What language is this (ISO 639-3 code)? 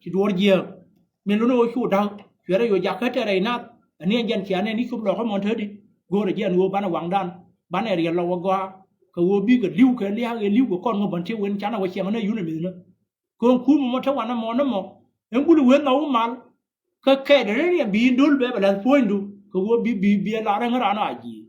nus